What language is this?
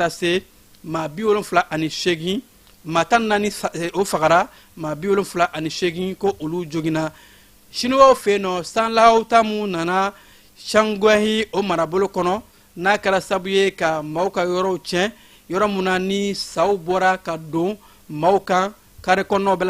Bambara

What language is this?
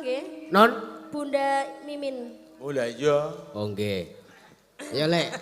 Javanese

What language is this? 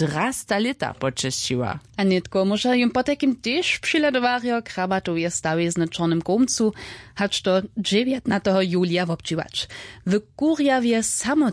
Upper Sorbian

